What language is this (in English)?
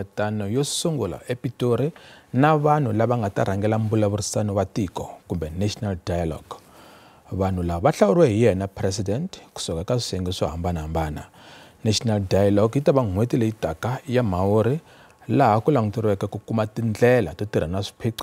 Tsonga